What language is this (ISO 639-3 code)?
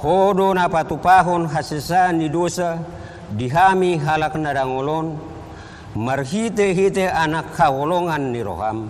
bbc